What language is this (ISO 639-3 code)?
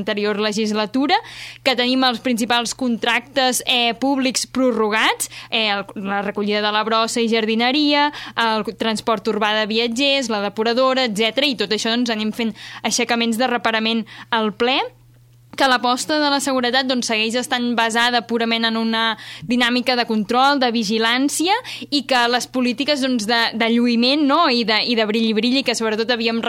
cat